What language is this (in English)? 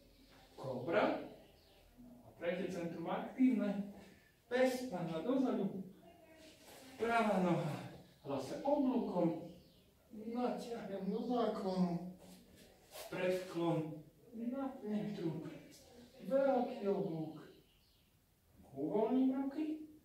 Slovak